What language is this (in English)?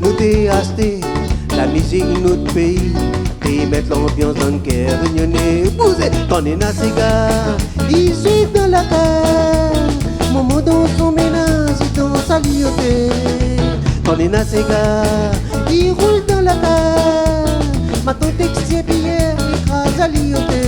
Réunion Creole French